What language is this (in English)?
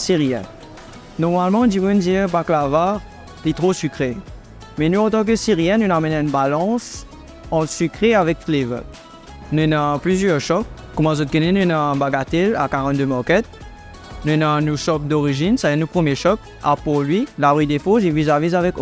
Morisyen